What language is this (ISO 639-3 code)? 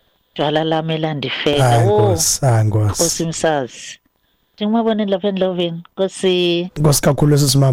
xho